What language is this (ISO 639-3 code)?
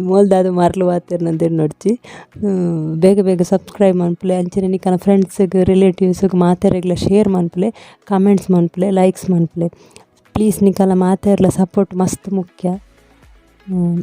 tcy